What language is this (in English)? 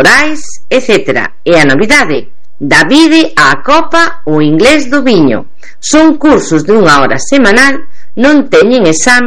Galician